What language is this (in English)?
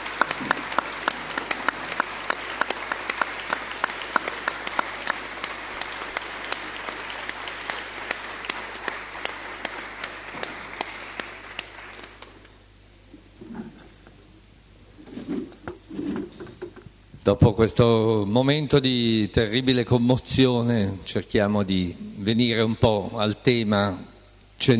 Italian